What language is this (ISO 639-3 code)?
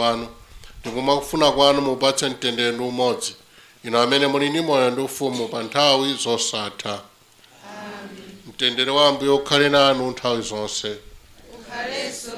nya